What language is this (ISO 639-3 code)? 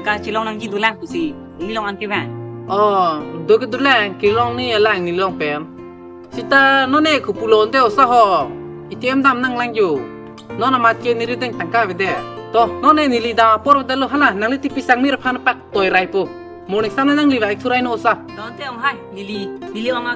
mjw